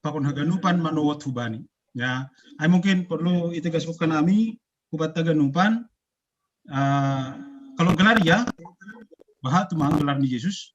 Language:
Batak Simalungun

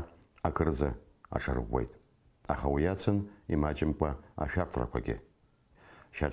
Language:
Abkhazian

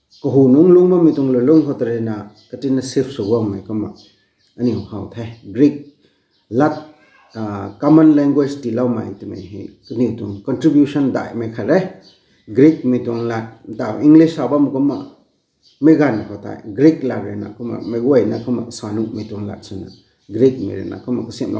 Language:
Rongmei Naga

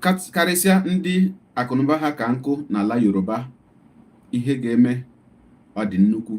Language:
Igbo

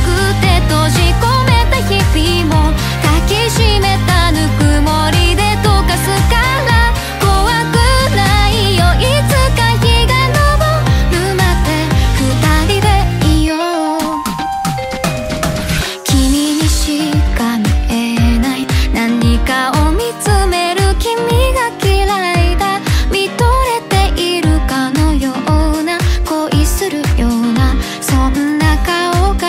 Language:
Japanese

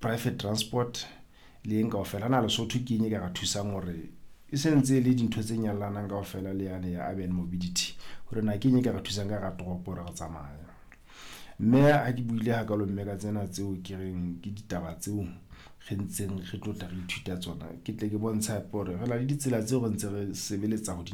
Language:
Southern Sotho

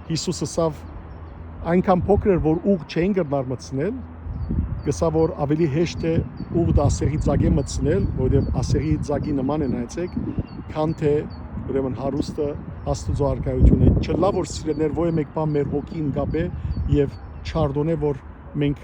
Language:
Western Armenian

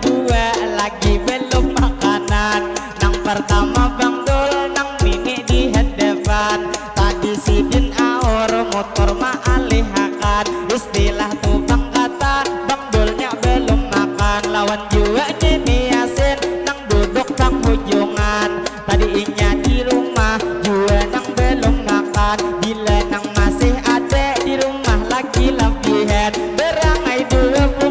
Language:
Banjar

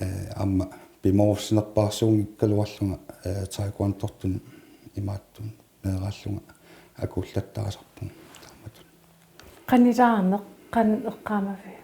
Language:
Kalaallisut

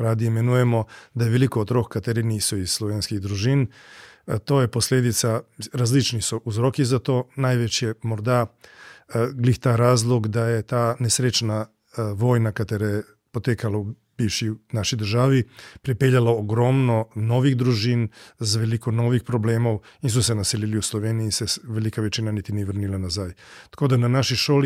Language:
Slovenian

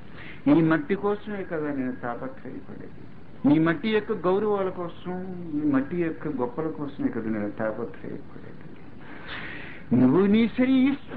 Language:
Telugu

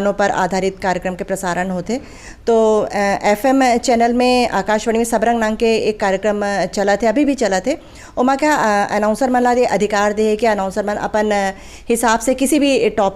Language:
Chhattisgarhi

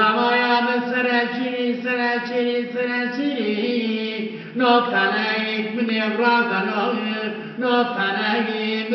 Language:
Zaza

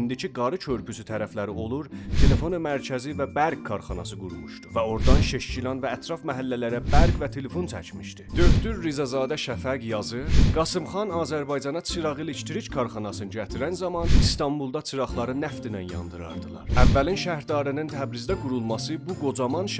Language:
South Azerbaijani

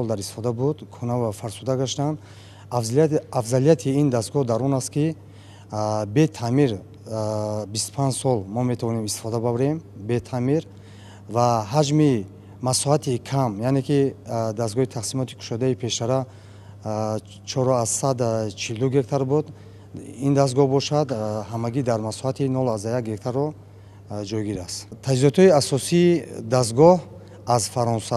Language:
Tajik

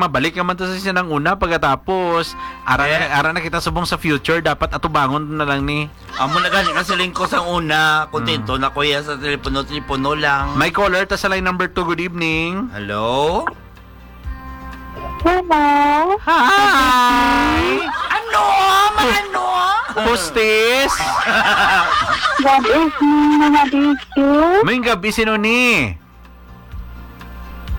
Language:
Hiligaynon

